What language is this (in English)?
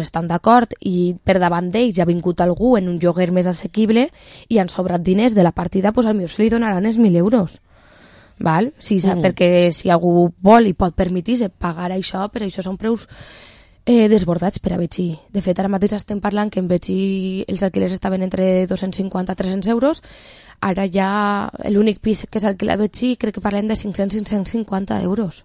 Catalan